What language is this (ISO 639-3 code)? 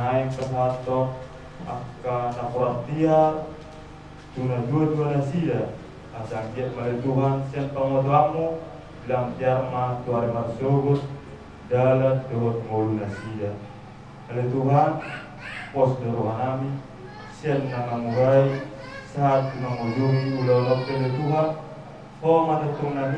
bbc